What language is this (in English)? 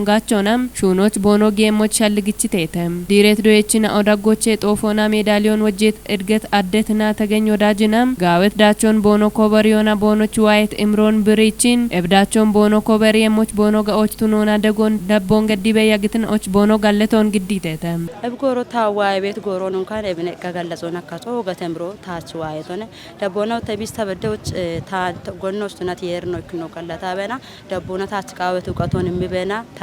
Kafa